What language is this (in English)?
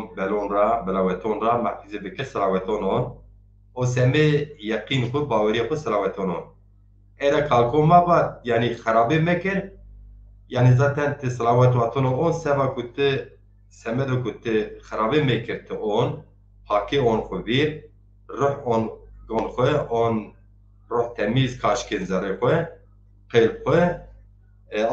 Zaza